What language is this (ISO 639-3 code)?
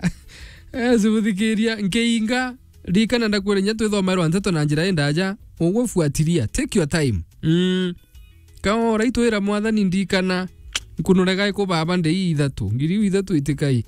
mer